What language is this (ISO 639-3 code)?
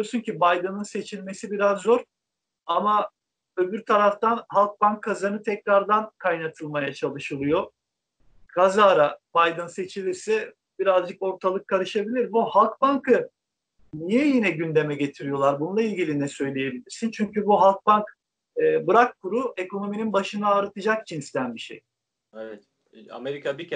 tur